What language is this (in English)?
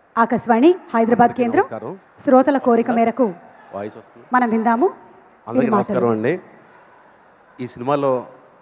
Telugu